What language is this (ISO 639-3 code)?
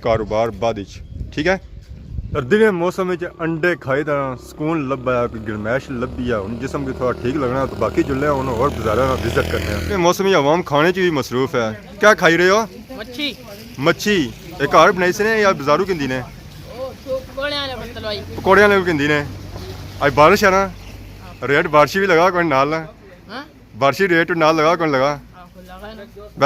phr